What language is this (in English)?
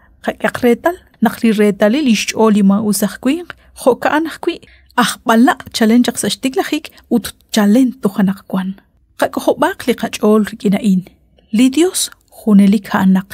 Kekchí